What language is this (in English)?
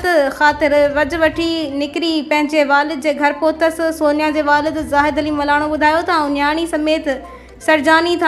Sindhi